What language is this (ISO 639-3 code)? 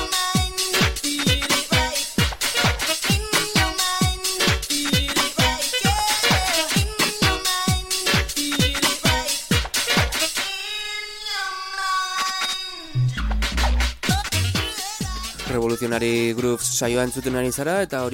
eus